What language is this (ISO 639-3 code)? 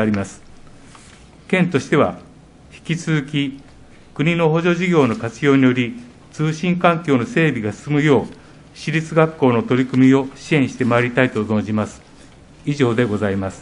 jpn